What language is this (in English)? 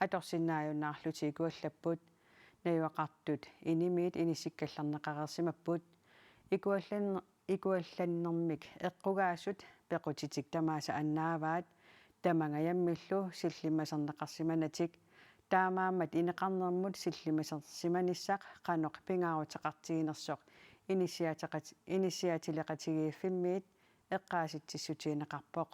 Kalaallisut